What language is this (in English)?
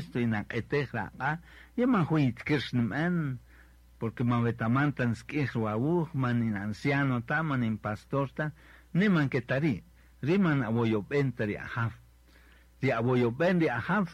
Kaqchikel